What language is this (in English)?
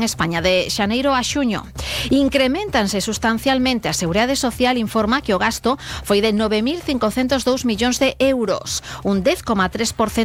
Galician